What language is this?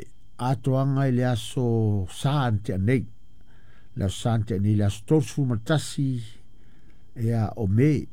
Samoan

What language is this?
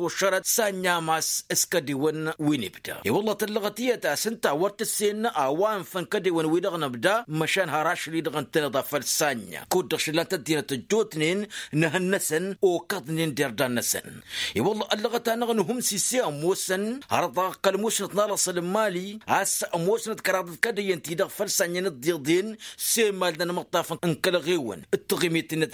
Tamasheq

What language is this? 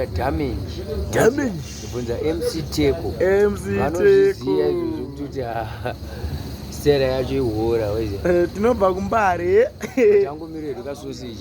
Shona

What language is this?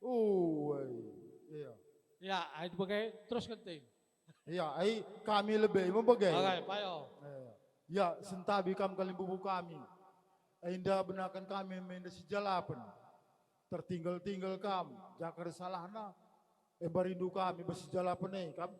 Batak Karo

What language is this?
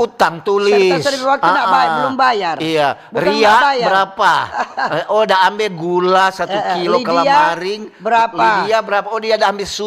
Manado Malay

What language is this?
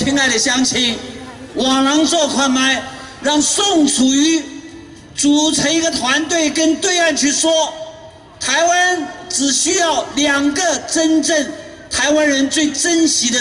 Chinese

